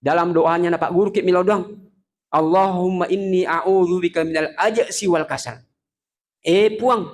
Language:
Buginese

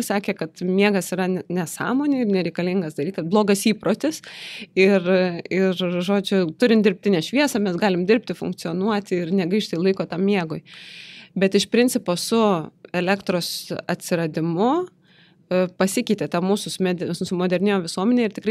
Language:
Lithuanian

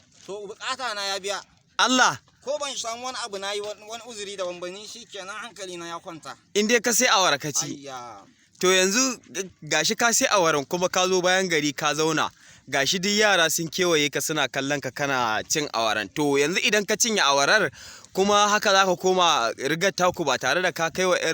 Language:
Hausa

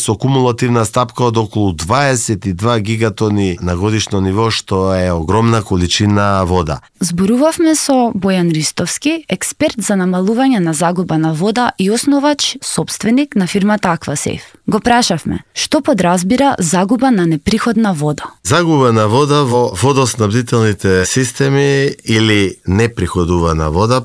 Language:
Macedonian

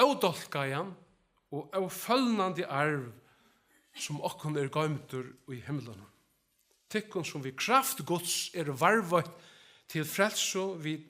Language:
Faroese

